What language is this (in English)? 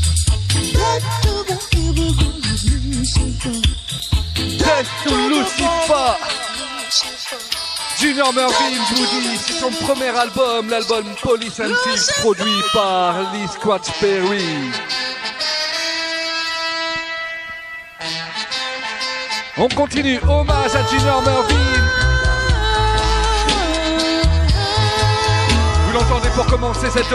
French